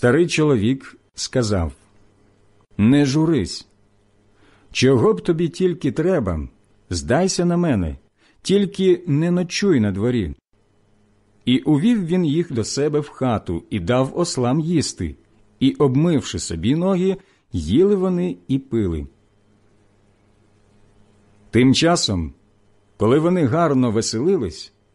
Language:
Ukrainian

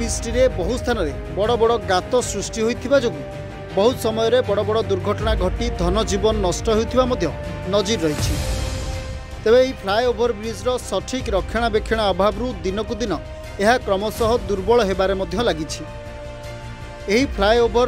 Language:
Odia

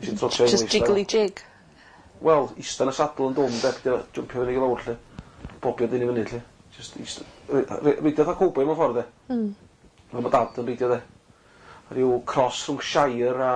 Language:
Welsh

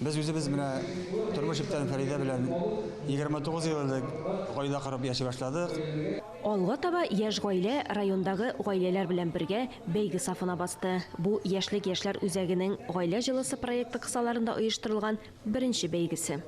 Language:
Tatar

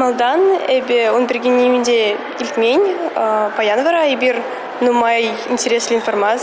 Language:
Chuvash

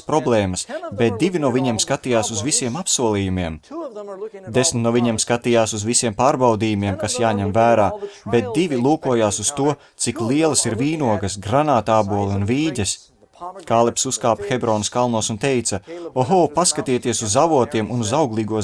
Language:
Latvian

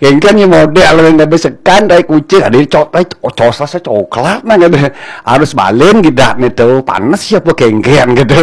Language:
Balinese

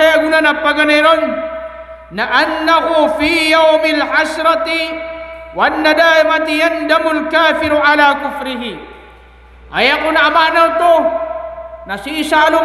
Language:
Maranao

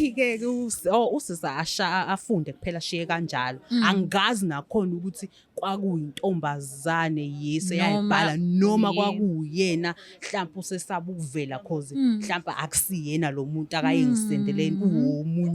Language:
Zulu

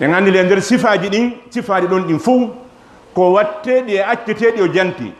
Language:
Fula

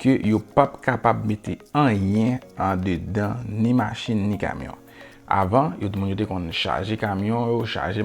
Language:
Haitian Creole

